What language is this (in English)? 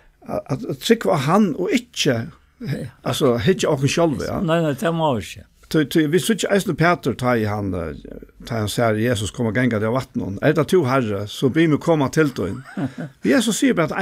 Faroese